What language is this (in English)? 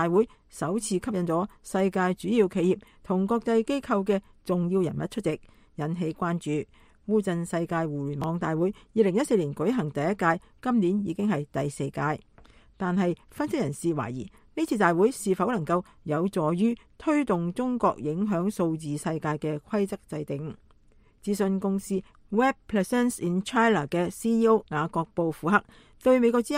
Cantonese